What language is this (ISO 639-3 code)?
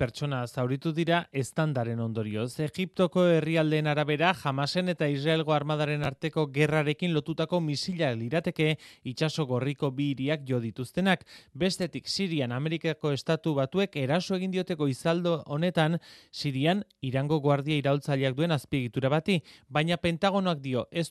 eus